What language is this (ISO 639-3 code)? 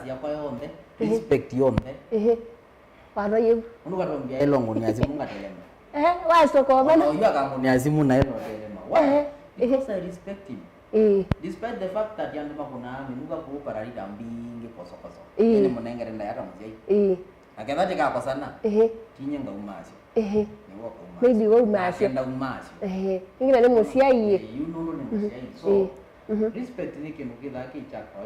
kam